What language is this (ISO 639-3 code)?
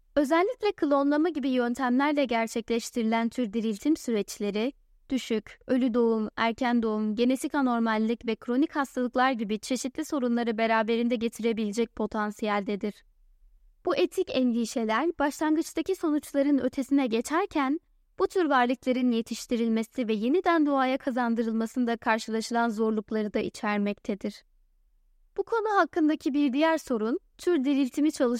tur